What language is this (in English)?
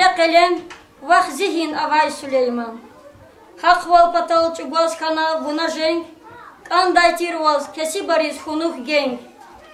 Lezghian